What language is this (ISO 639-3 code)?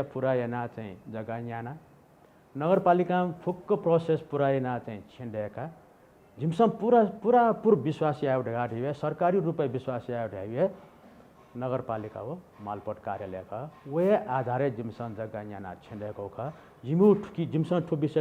new